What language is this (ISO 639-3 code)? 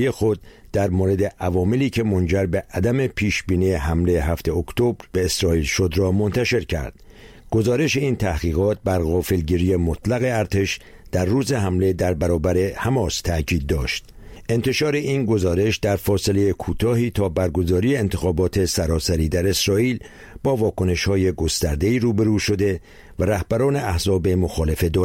fas